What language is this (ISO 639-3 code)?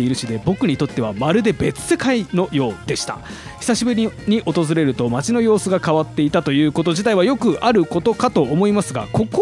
jpn